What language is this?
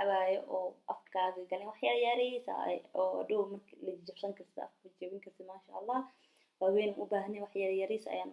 Somali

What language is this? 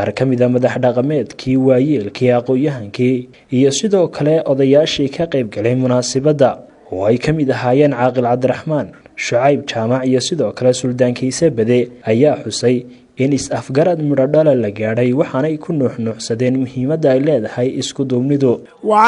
Somali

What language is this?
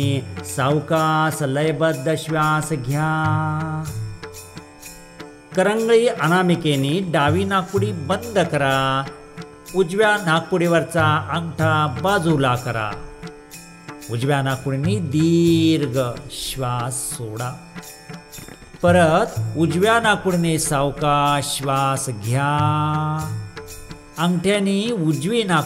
Marathi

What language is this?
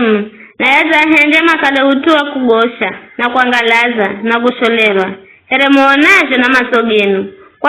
Giryama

